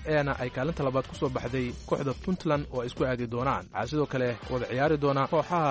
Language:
Somali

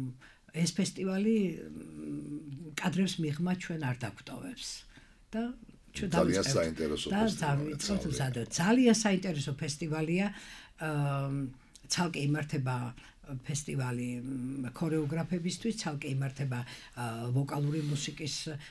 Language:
Georgian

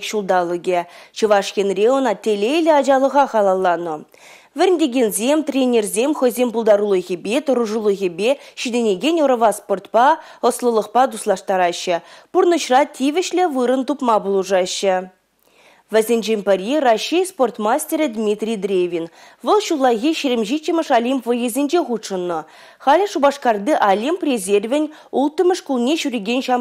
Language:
Chuvash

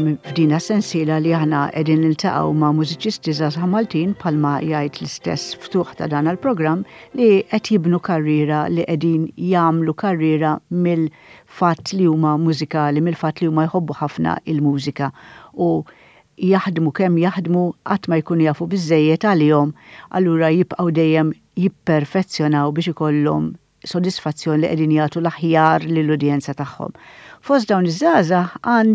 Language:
Maltese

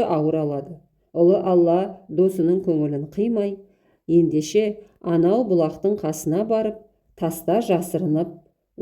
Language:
Kazakh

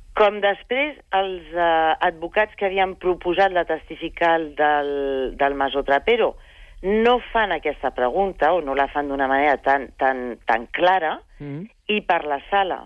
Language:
Catalan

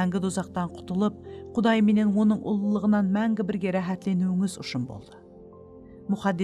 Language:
Kara-Kalpak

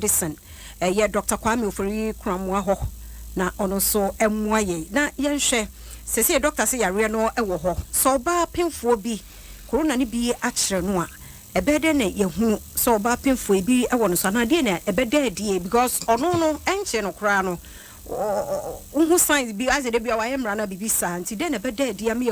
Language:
Akan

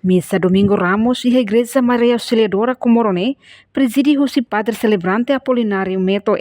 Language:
Tetum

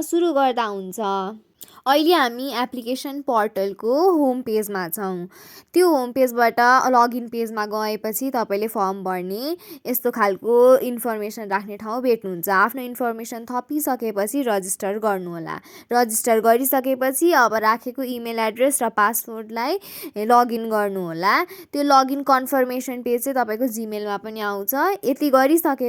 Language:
Nepali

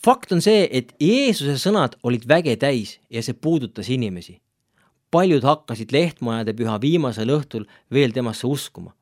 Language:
Estonian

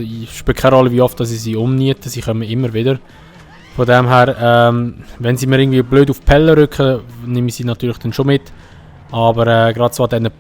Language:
Swiss German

